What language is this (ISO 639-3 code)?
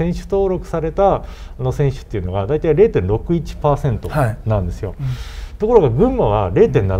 jpn